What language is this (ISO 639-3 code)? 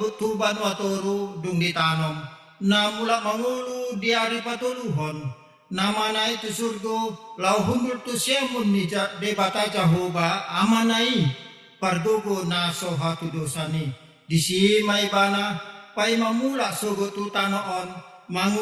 bbc